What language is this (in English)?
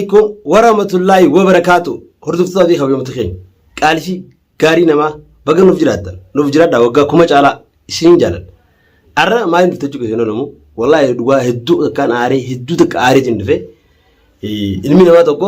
Oromo